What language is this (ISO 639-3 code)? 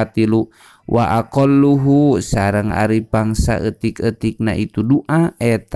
sun